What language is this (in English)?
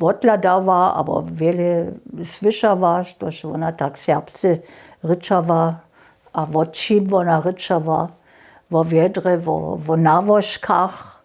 Upper Sorbian